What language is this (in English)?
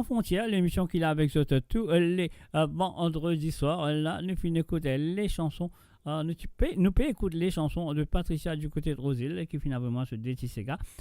Morisyen